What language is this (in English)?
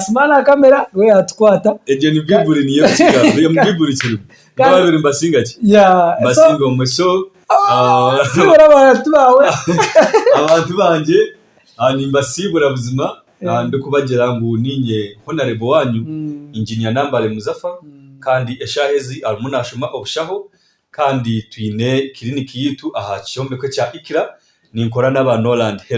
Nyankole